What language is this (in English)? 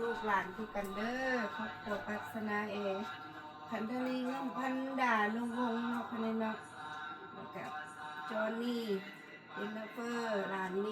Lao